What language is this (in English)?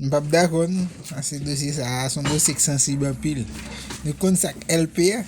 Haitian Creole